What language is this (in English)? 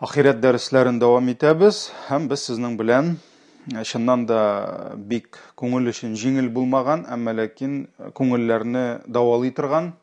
Tatar